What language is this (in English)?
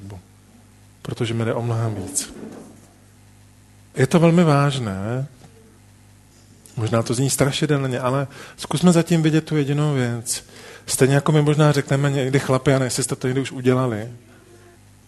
Czech